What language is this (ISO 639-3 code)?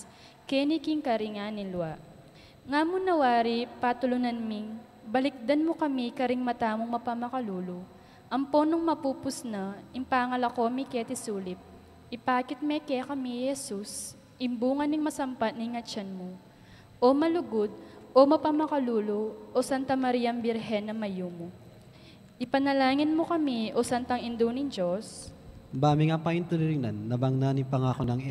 pam